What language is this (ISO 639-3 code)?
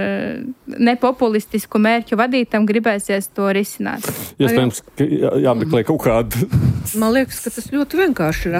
lav